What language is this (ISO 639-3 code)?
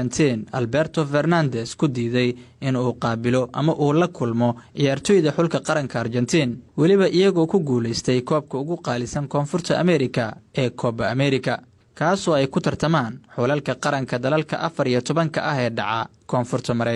som